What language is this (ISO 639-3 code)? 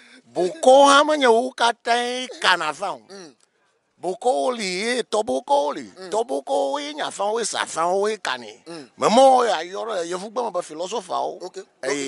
ewe